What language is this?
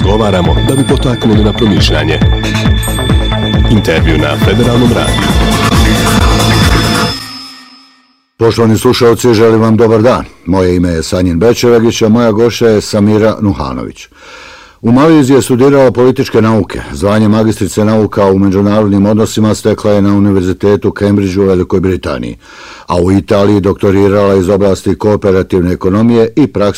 Bosnian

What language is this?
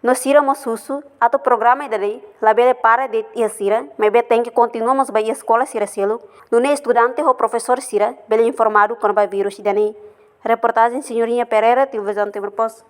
Tetum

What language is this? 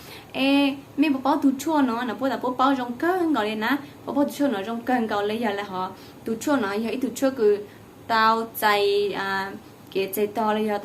Hmong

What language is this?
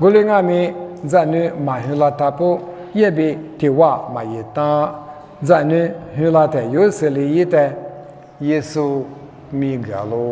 Lisu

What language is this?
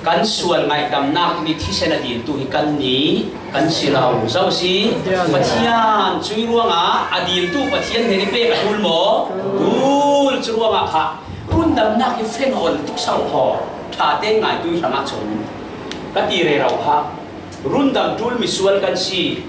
Falam Chin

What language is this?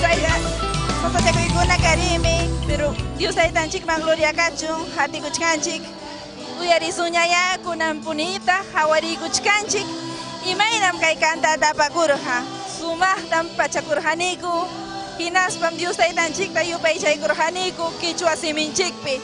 Ayacucho Quechua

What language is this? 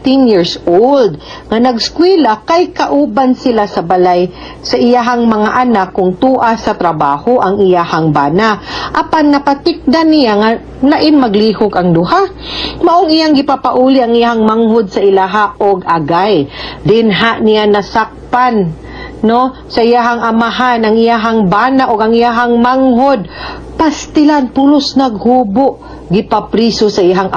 Cebuano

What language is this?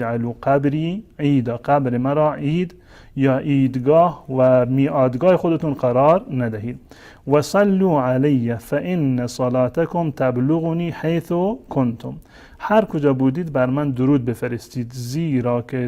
Persian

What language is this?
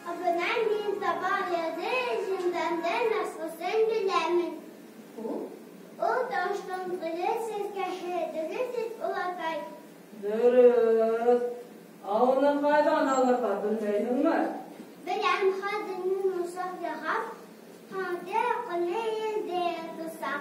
Bashkir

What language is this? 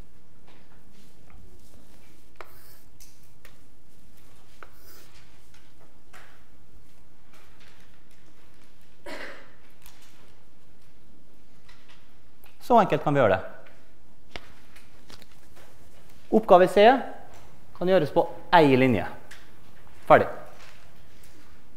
Norwegian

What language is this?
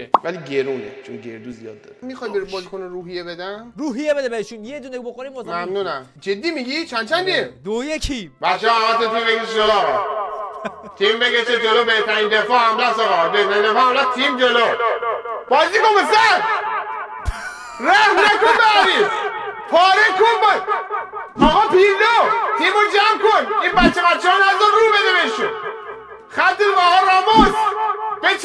Persian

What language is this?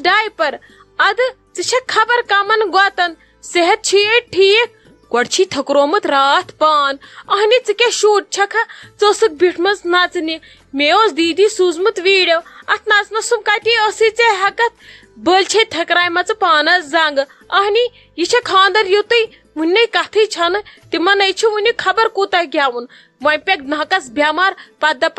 Kashmiri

